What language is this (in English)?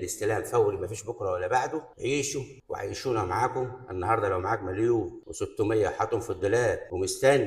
Egyptian Arabic